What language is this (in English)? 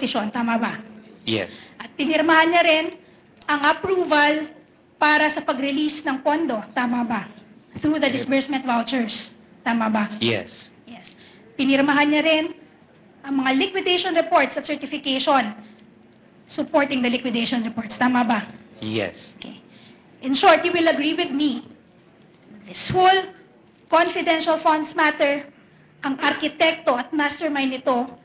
Filipino